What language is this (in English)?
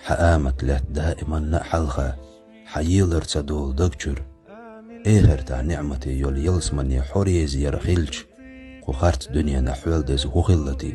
Chechen